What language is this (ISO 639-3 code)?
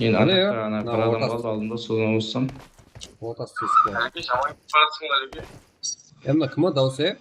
kaa